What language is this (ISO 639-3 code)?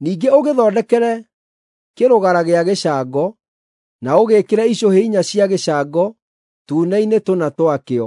kik